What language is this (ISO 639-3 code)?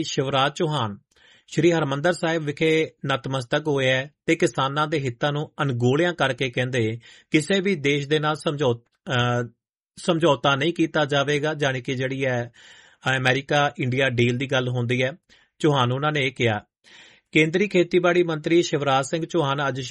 pan